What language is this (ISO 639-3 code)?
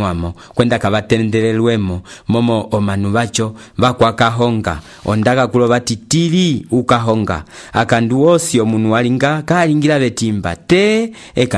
umb